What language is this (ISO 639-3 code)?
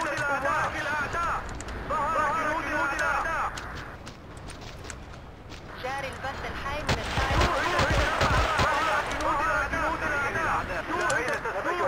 rus